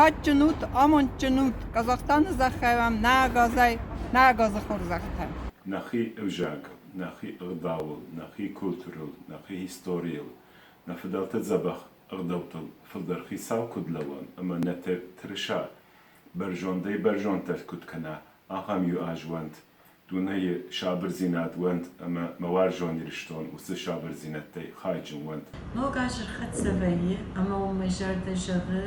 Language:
Ossetic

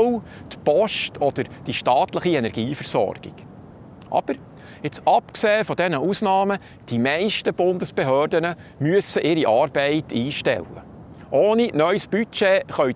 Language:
Swiss German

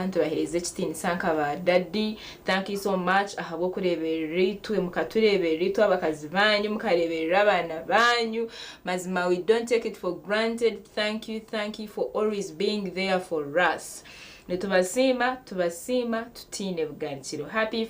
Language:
Nyankole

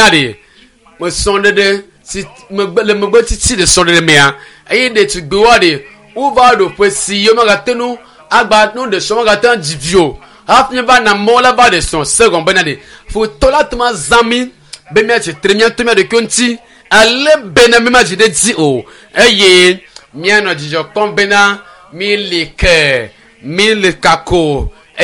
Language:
Ewe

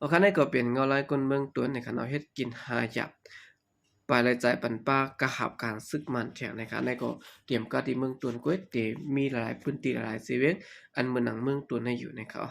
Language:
Shan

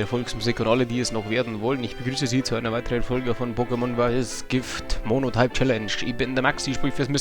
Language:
Bavarian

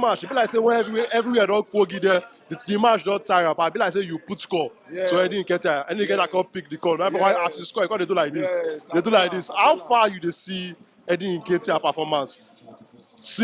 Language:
Nigerian Pidgin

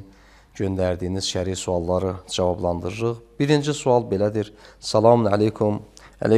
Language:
Azerbaijani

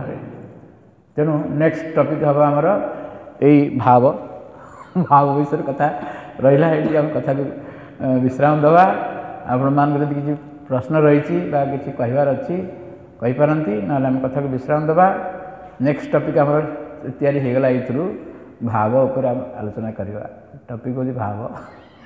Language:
Odia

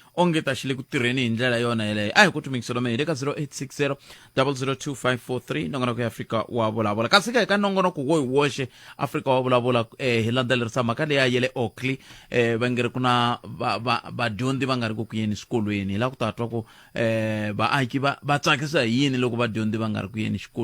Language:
Tsonga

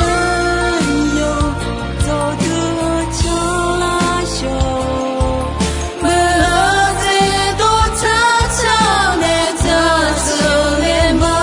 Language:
Akha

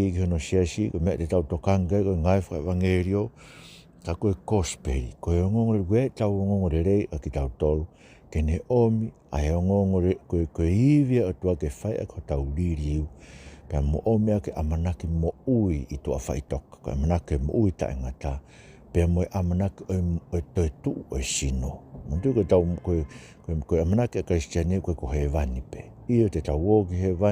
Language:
Tongan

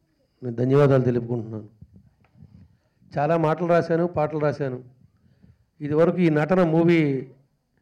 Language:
Telugu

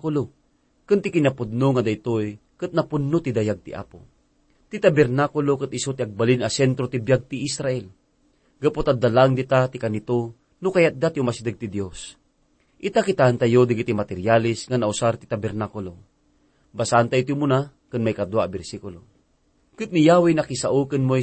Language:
Iloko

